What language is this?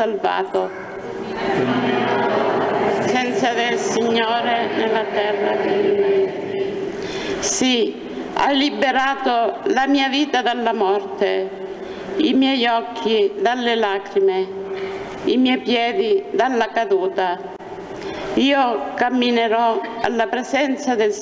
Italian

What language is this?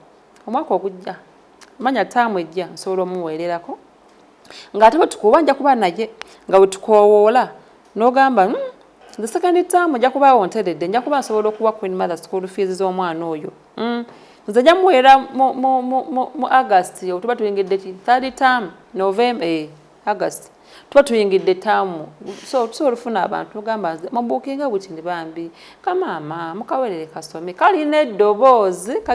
Ganda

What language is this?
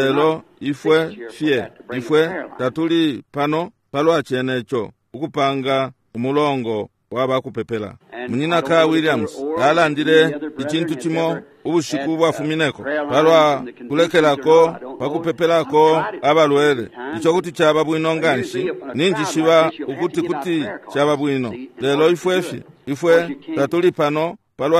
Bemba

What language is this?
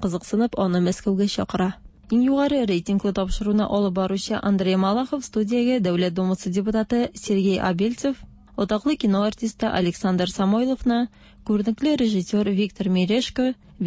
Tatar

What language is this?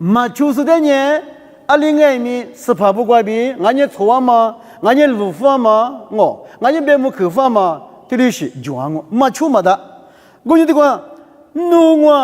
Lisu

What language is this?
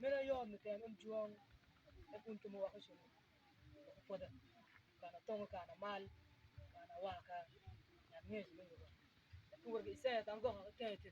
Mabaan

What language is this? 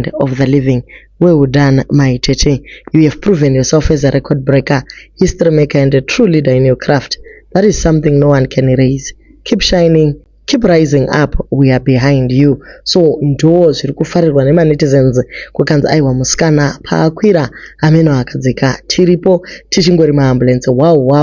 Shona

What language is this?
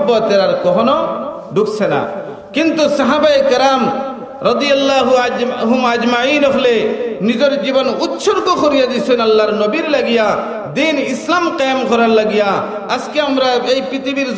Sylheti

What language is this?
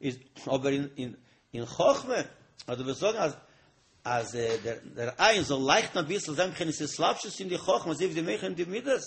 Yiddish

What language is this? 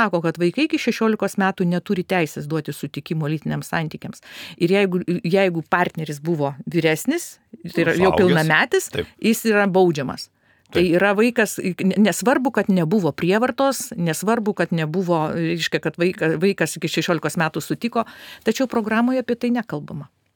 Lithuanian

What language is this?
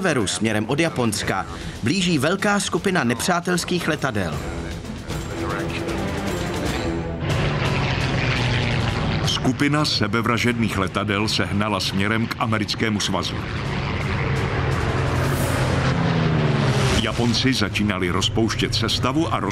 Czech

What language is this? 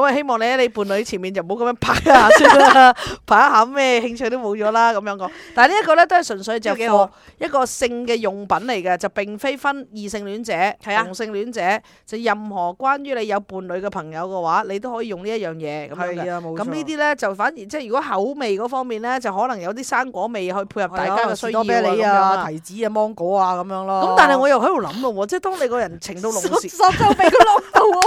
Cantonese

